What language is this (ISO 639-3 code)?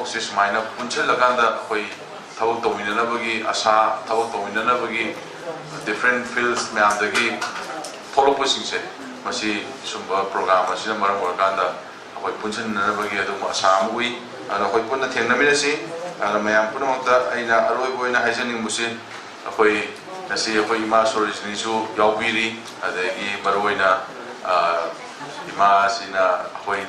mni